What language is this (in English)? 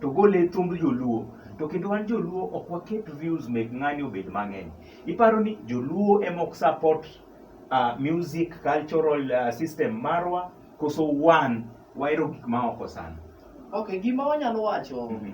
Luo (Kenya and Tanzania)